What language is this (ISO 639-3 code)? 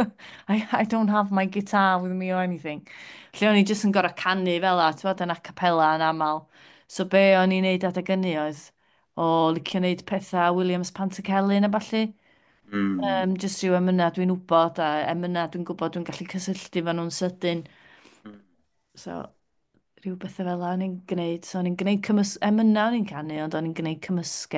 cym